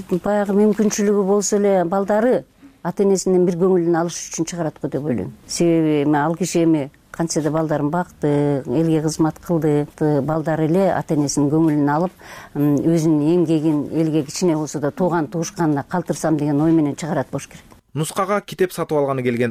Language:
Kyrgyz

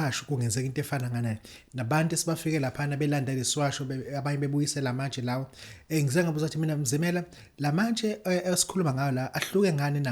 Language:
Zulu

